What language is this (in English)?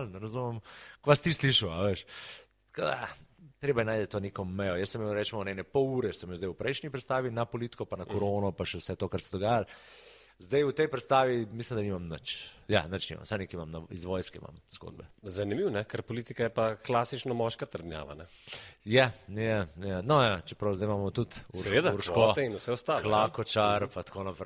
Slovenian